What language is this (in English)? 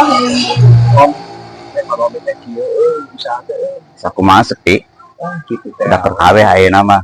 Sundanese